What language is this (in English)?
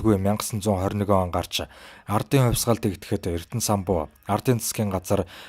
Mongolian